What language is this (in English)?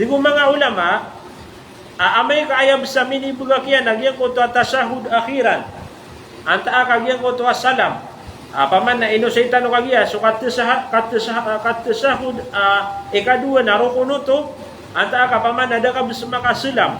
Maranao